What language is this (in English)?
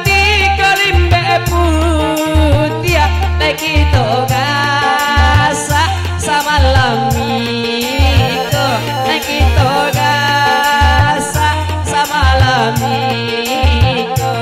Minangkabau